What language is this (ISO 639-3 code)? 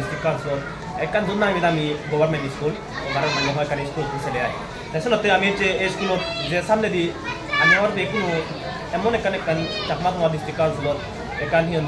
ccp